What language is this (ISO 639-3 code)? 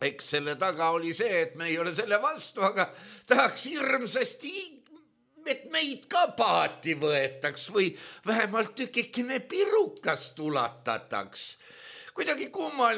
est